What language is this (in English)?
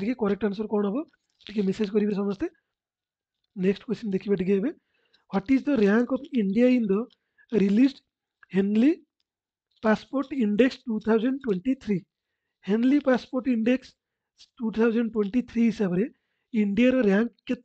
Odia